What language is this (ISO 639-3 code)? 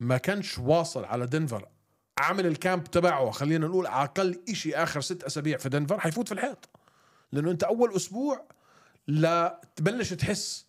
apc